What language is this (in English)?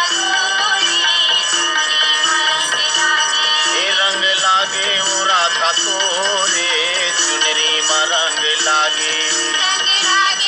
Chhattisgarhi